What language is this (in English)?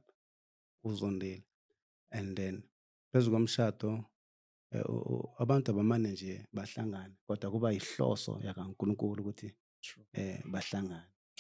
Zulu